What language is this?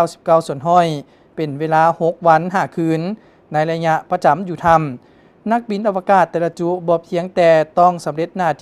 Lao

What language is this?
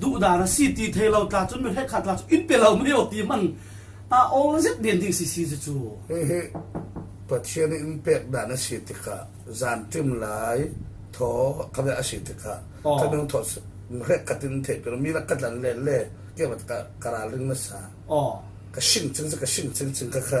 Falam Chin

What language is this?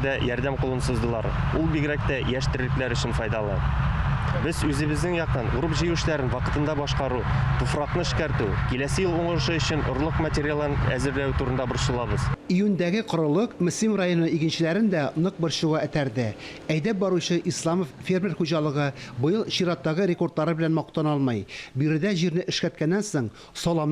Tatar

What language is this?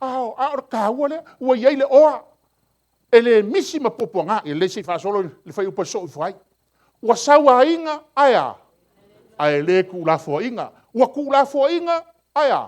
Samoan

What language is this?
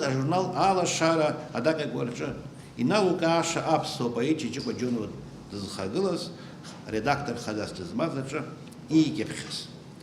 Abkhazian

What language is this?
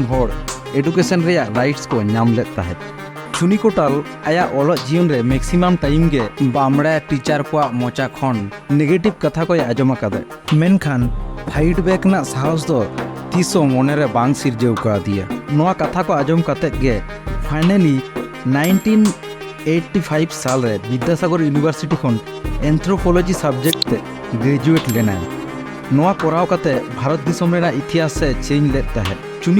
Santali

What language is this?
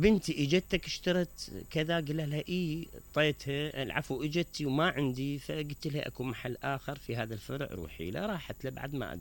Mesopotamian Arabic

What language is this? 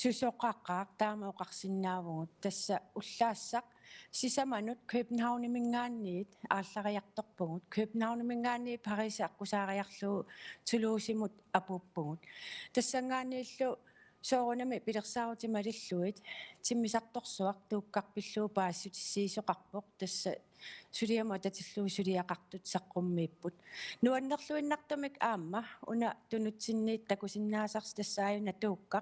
Kalaallisut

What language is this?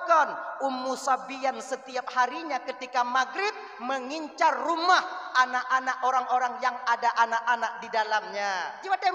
Achinese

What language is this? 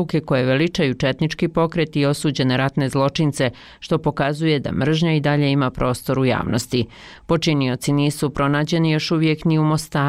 Bosnian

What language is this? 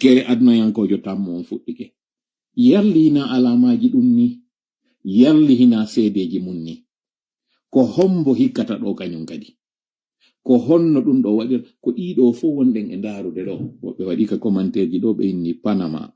Fula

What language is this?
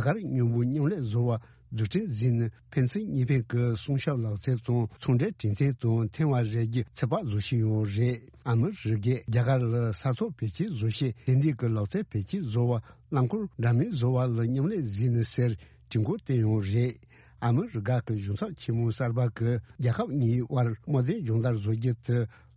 Tibetan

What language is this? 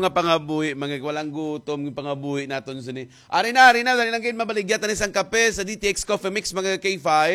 Hiligaynon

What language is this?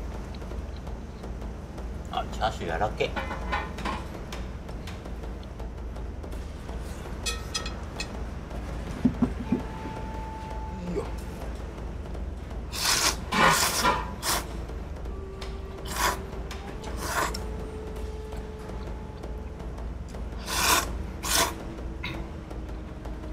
Japanese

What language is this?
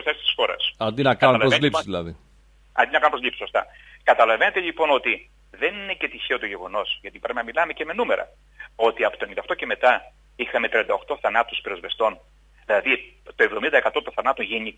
Greek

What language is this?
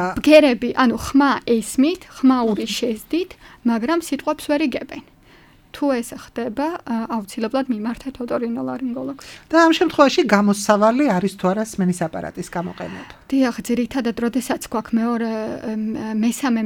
Georgian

